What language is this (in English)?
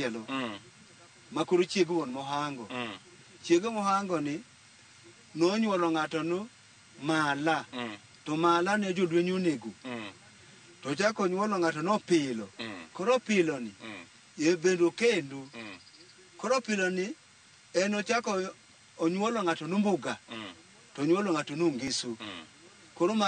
Luo (Kenya and Tanzania)